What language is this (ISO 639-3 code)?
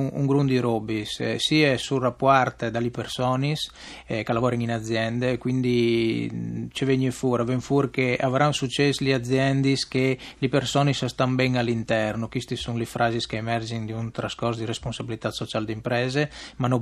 fur